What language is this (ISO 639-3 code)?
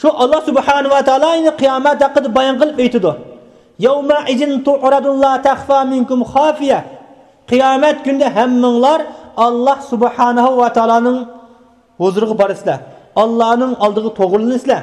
uig